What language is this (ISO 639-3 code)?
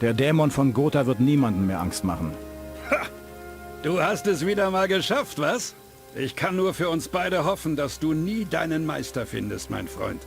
bar